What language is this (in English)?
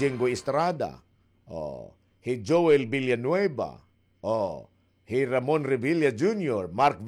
Waray